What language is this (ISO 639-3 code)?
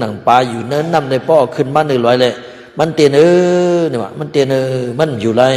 shn